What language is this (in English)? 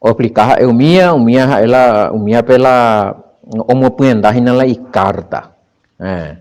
Guarani